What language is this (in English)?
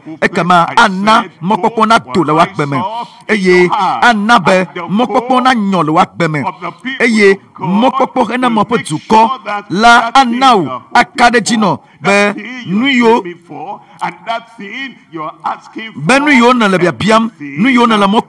Ewe